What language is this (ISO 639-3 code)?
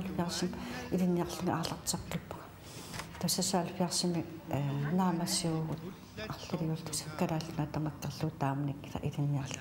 kal